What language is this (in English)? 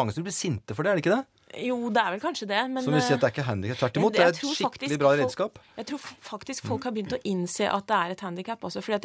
Norwegian